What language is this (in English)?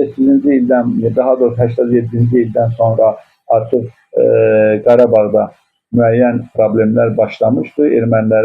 Azerbaijani